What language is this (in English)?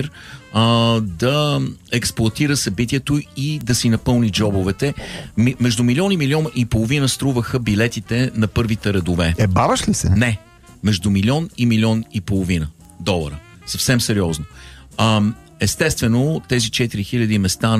Bulgarian